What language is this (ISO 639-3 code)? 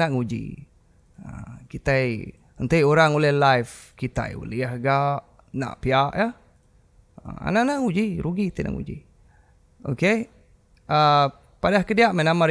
iba